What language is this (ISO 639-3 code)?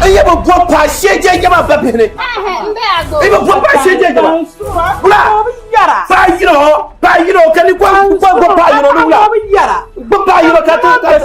dag